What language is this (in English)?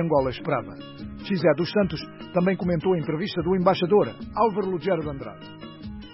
Portuguese